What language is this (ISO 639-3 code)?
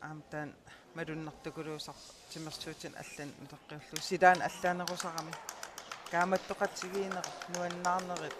kal